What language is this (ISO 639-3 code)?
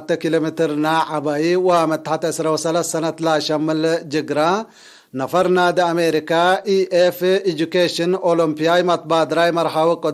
tig